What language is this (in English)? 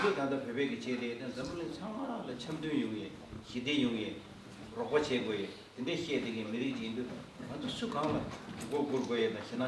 Tibetan